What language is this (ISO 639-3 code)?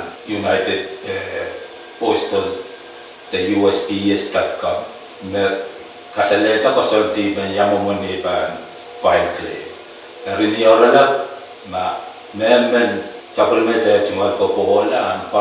pon